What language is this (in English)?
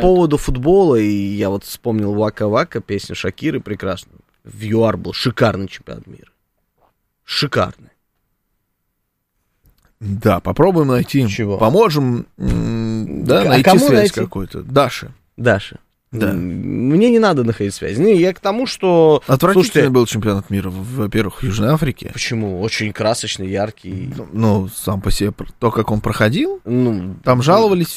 Russian